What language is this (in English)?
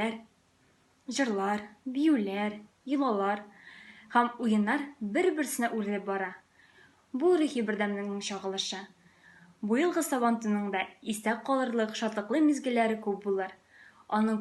Tatar